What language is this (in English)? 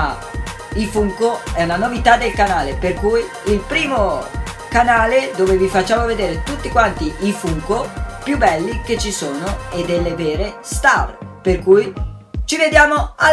Italian